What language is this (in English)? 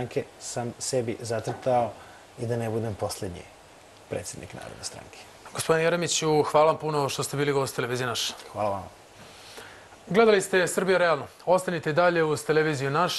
Serbian